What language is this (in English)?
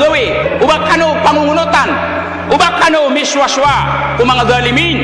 Maranao